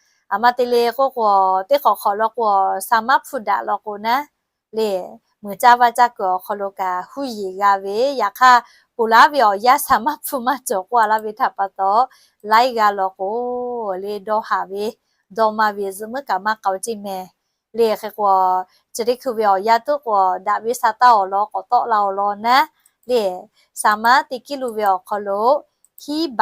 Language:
Lahu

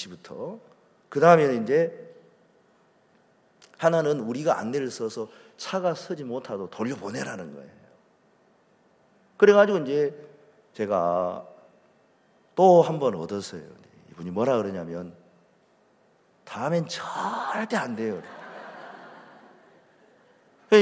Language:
Korean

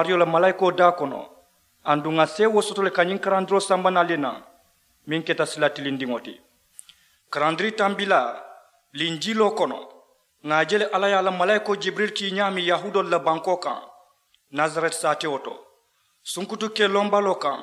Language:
Mandingo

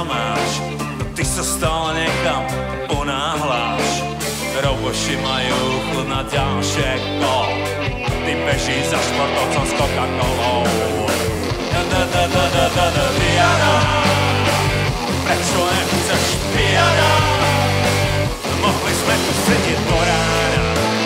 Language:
Slovak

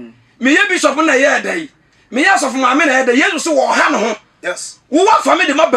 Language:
Akan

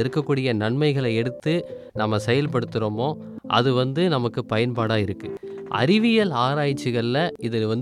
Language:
Tamil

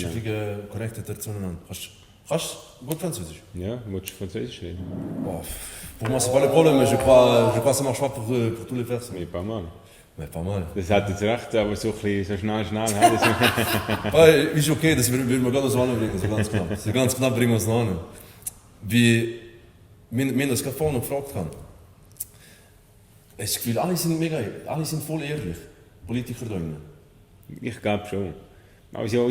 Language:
Swiss German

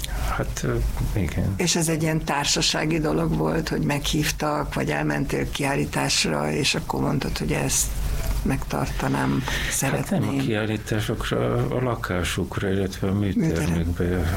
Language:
Hungarian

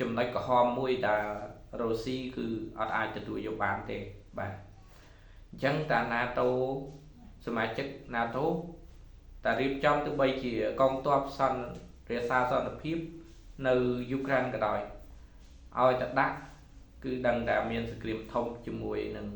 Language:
Khmer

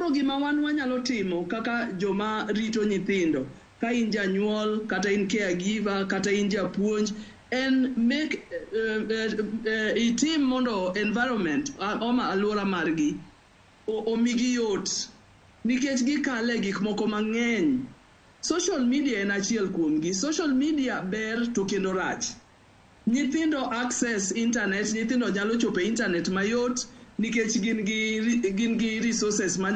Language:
Luo (Kenya and Tanzania)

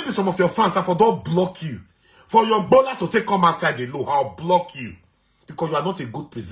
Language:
Nigerian Pidgin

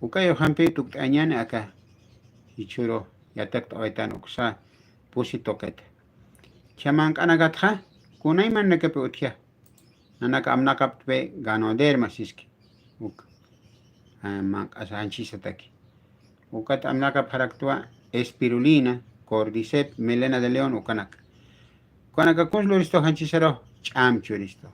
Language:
Aymara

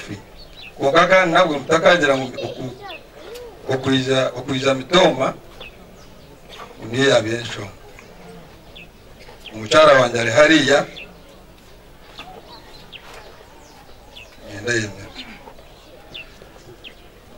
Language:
Kinyarwanda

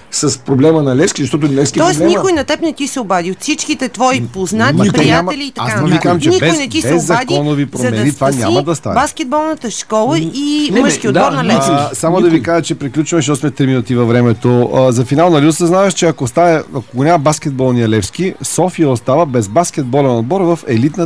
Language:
Bulgarian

